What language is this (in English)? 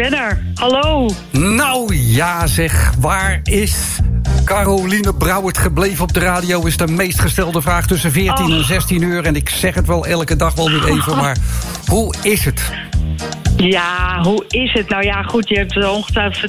Dutch